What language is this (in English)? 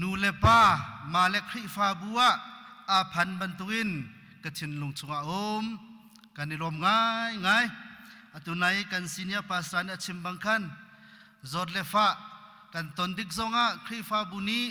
Hakha Chin